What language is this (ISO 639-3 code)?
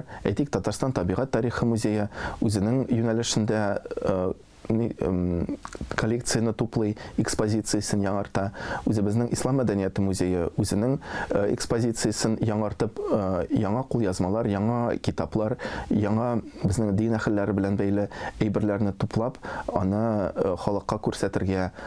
tat